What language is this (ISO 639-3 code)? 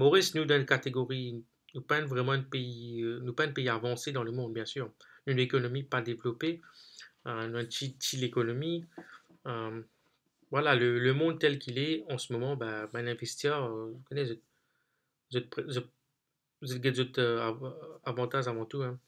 mfe